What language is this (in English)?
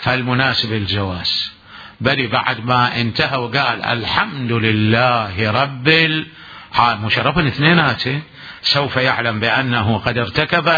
Mesopotamian Arabic